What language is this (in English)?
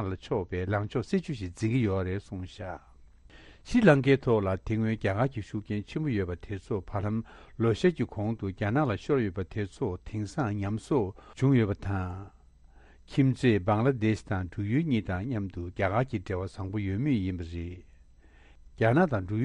Tibetan